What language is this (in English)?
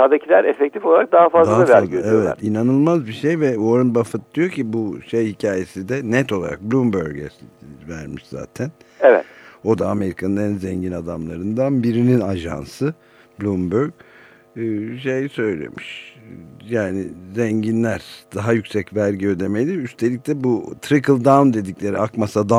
Turkish